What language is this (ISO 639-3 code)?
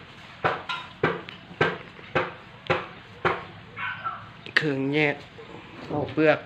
lao